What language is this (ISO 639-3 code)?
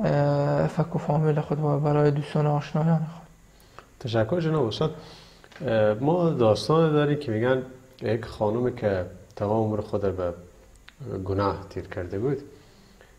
fas